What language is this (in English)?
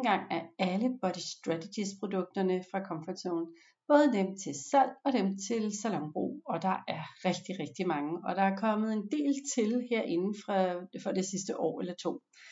Danish